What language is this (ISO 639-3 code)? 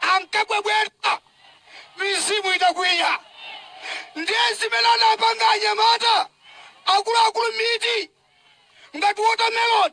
nya